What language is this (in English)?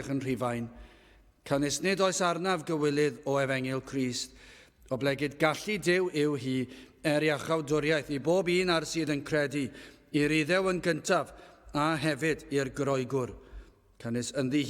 Welsh